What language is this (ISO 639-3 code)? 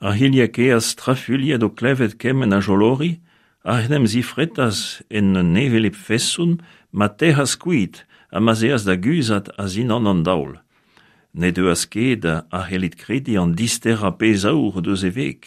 bre